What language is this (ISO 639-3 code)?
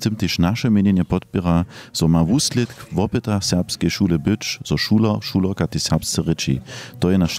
hsb